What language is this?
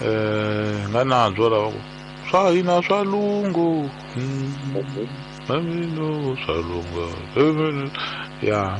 Tsonga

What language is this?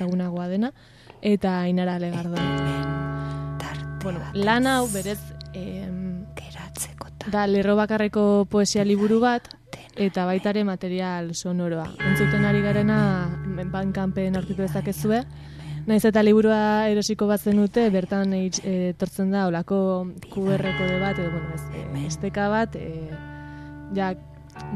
Basque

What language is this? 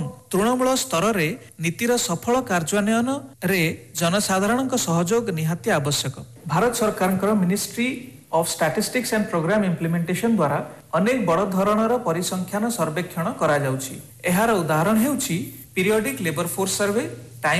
Odia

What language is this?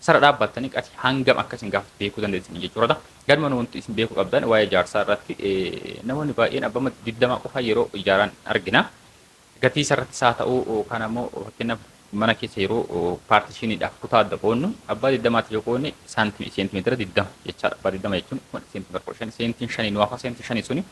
Oromo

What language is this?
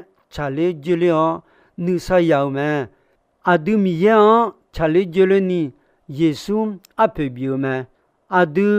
Akha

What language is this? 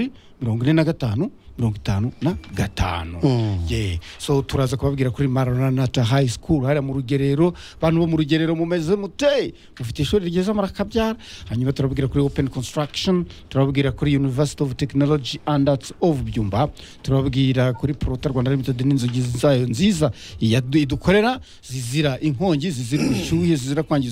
Kinyarwanda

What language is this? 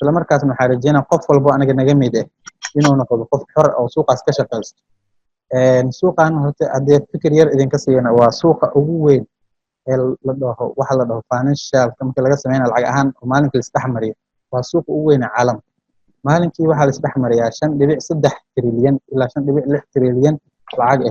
Somali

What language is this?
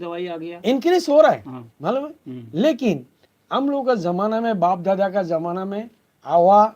Eastern Balochi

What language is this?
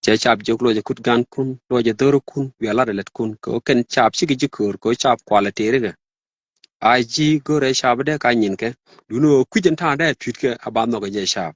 Nuer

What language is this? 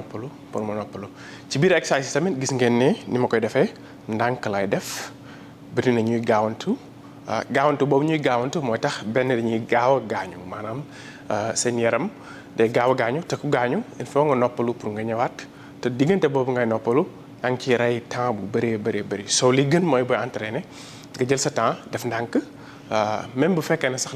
Wolof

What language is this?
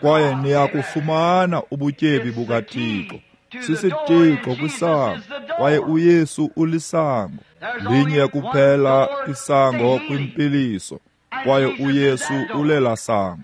Xhosa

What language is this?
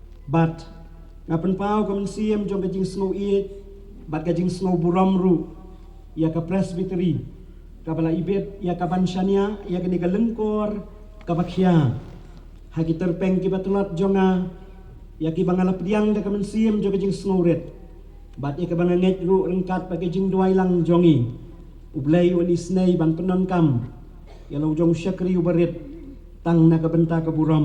Khasi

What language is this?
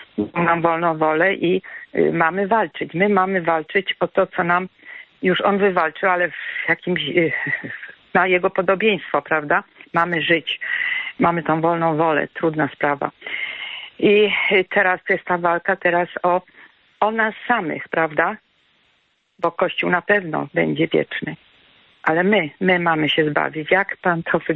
Polish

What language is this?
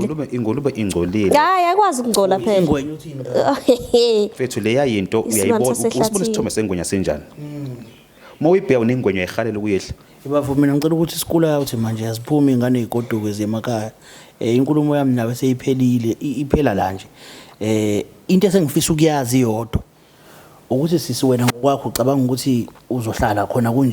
Zulu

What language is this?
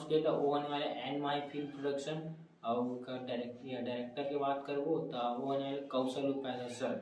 Chhattisgarhi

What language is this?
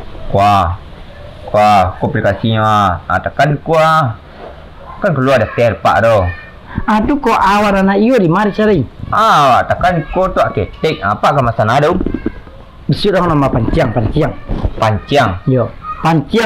Minangkabau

